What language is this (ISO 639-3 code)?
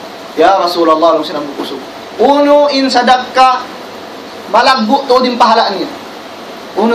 tsg